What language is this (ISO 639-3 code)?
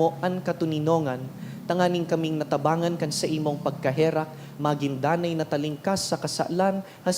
bik